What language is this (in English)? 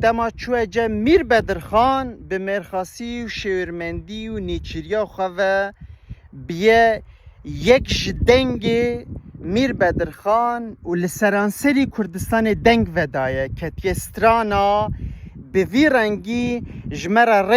Kurdish